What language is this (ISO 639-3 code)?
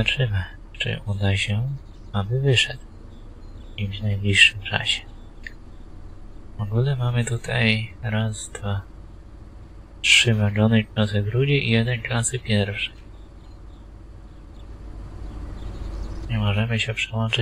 pol